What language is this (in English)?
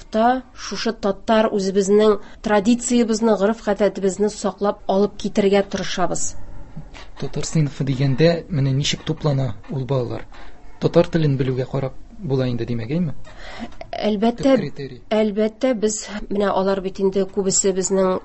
Tatar